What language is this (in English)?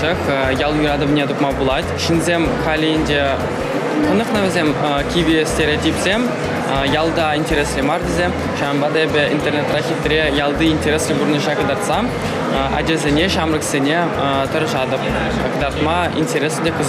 Chuvash